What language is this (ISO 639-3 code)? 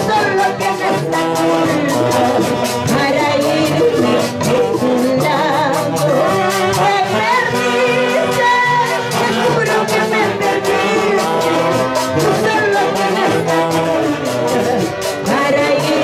spa